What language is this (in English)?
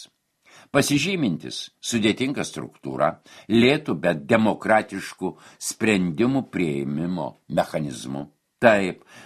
Lithuanian